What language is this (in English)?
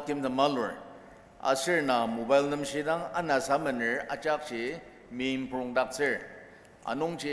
Ao Naga